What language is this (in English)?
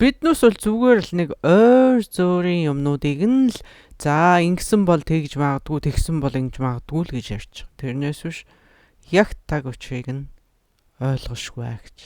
Mongolian